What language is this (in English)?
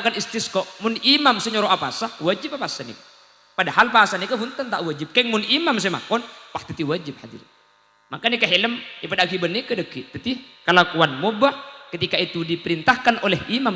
Madurese